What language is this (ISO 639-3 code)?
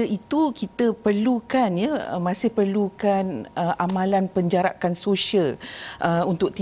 msa